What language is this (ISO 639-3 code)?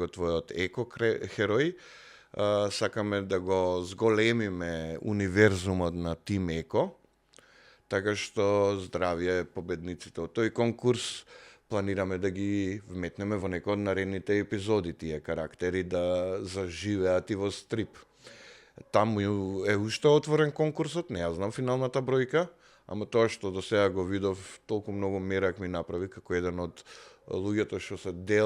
mkd